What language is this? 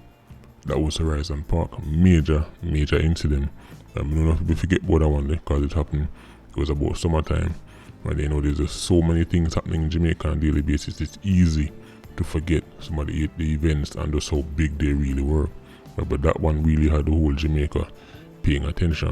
Jamaican Creole English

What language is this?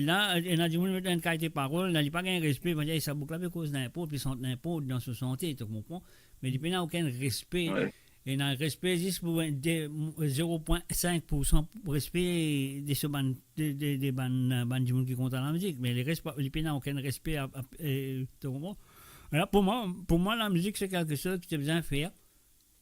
Morisyen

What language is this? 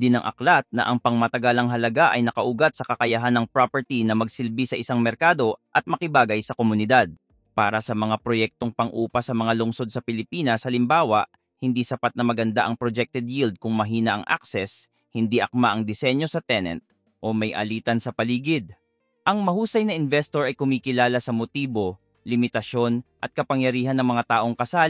Filipino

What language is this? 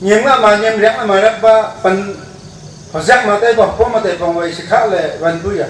Wancho Naga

